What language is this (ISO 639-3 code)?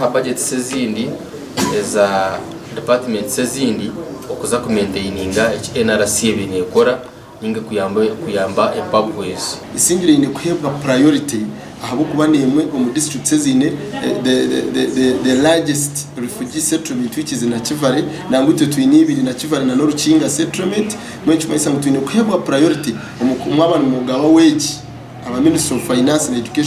nyn